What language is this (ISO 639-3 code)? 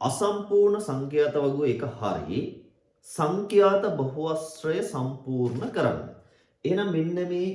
sin